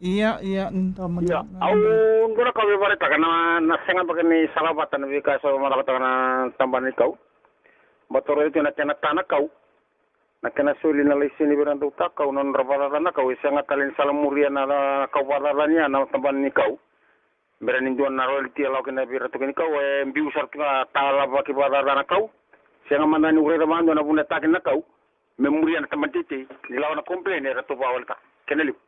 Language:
Fijian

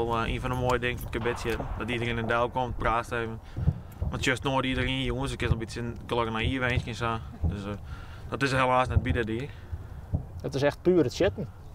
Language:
Western Frisian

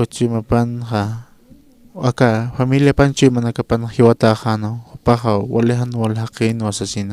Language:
Aymara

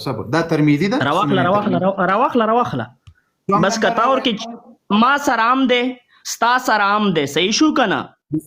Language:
Pashto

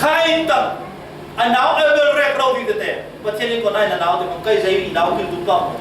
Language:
Falam Chin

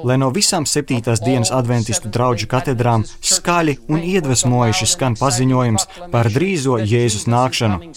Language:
Latvian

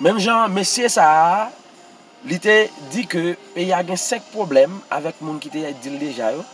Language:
Haitian Creole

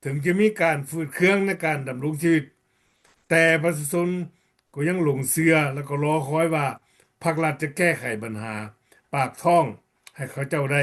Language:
Lao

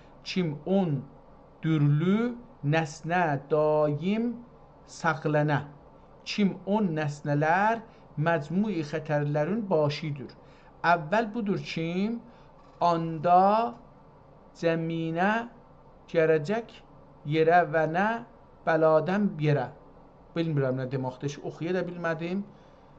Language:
South Azerbaijani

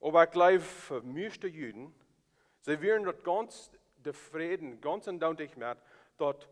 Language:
Plautdietsch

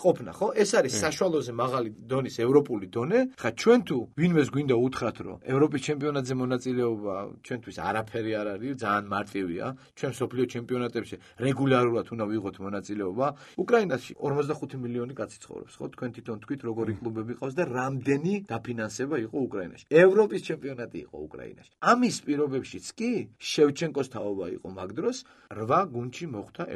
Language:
Georgian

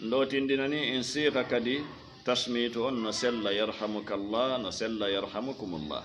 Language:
Fula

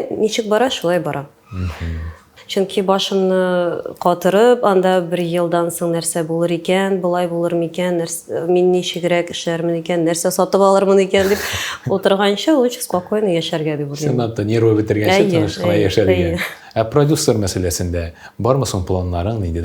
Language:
Tatar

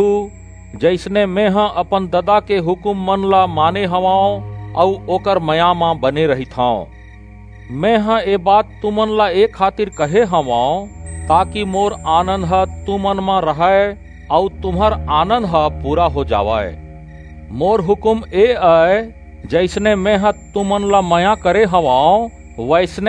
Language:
Chhattisgarhi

